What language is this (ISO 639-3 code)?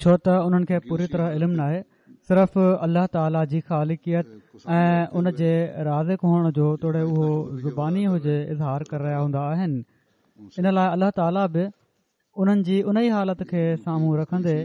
snd